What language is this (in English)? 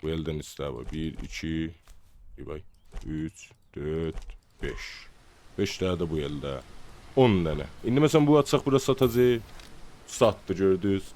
South Azerbaijani